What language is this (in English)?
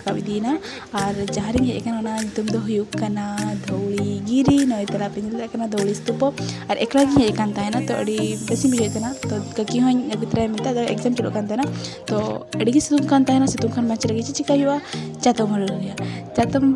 Santali